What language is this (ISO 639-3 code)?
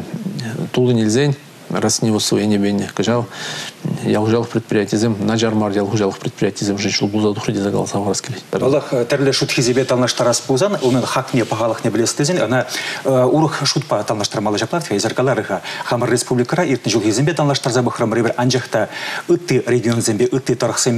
chv